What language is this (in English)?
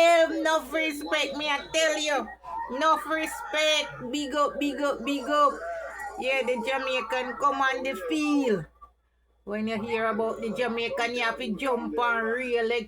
Jamaican Creole English